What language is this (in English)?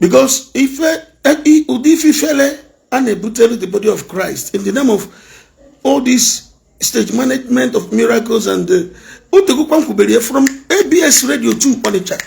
Igbo